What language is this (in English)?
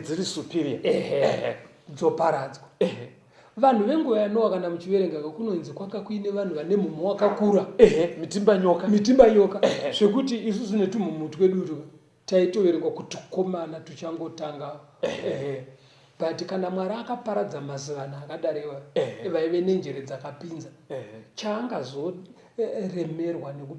Shona